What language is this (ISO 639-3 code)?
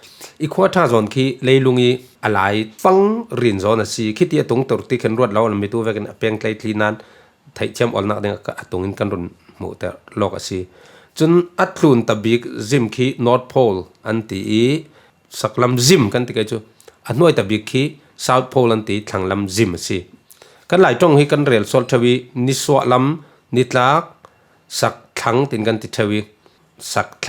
cfm